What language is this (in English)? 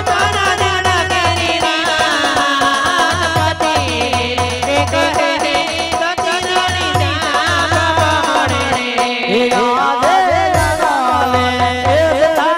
Gujarati